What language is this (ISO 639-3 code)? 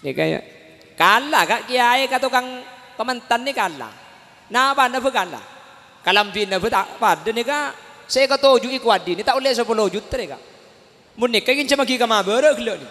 mad